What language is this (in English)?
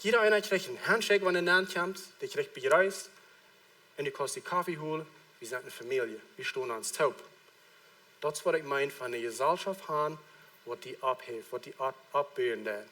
Plautdietsch